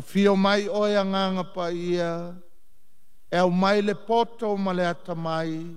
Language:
Samoan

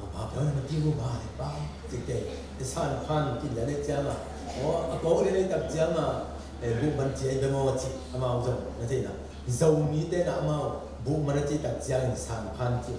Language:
Tedim Chin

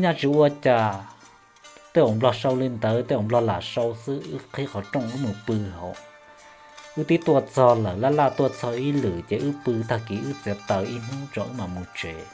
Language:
Hmong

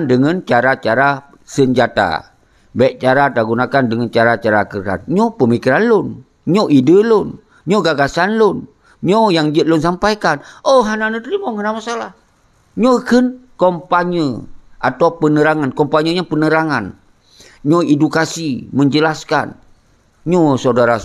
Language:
Achinese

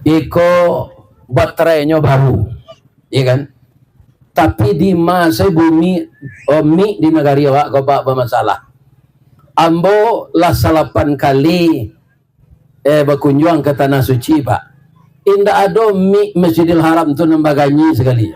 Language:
Minangkabau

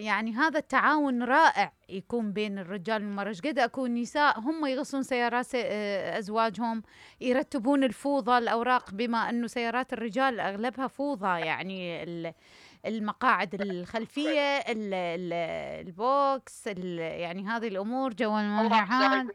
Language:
Mesopotamian Arabic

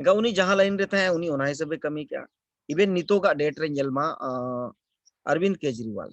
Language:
Santali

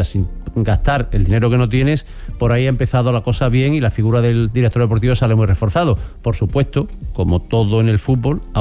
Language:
Spanish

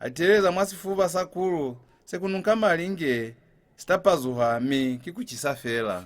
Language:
Lozi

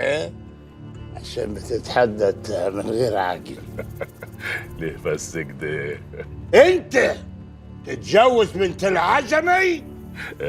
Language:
Egyptian Arabic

